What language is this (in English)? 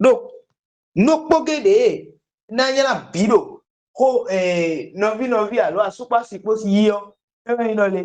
Fon